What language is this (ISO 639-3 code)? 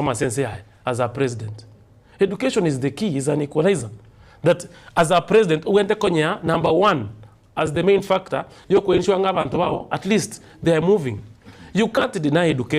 guz